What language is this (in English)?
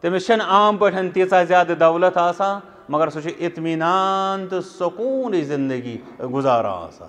Kashmiri